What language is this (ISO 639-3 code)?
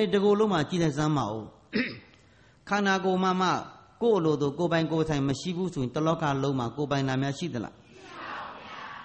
mya